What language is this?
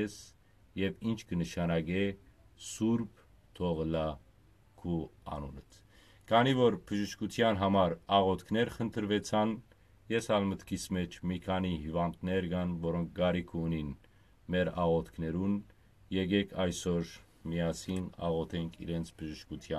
Western Armenian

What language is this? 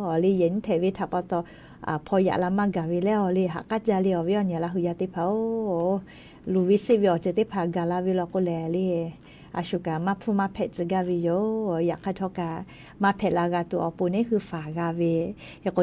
Lahu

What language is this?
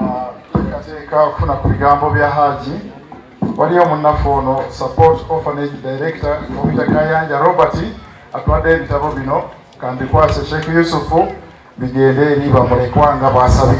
Ganda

